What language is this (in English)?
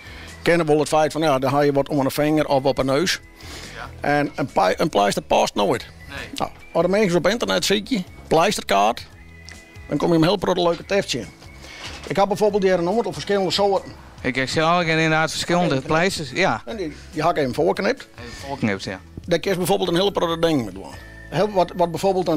Western Frisian